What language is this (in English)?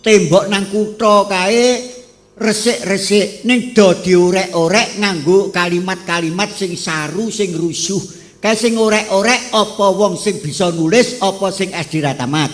Javanese